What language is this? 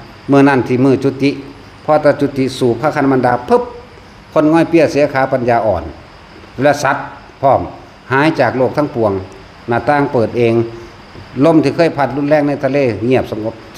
Northeastern Thai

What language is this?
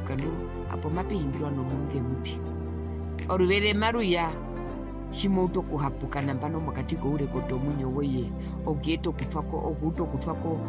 Herero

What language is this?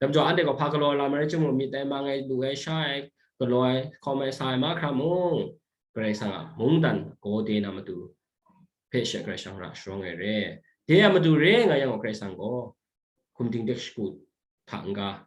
Kachin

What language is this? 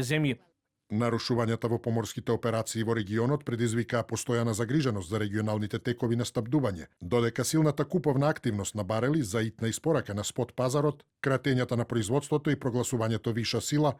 Macedonian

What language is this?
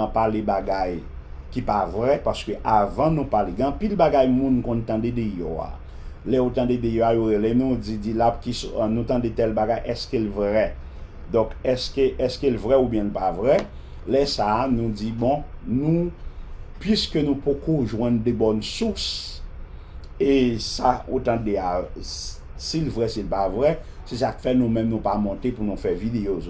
Haitian Creole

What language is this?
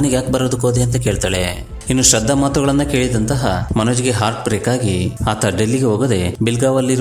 Kannada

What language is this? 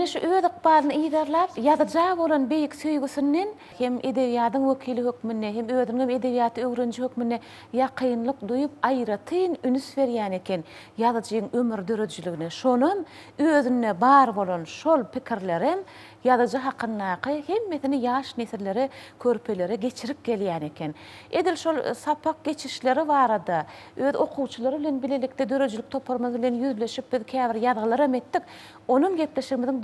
Turkmen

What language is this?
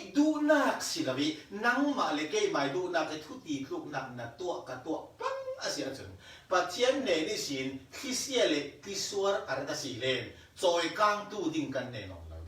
Falam Chin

